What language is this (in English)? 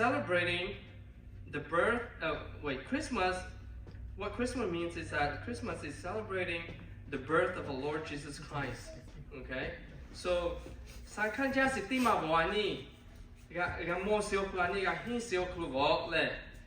Lahu